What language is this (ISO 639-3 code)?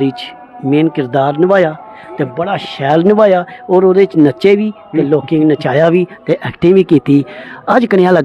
doi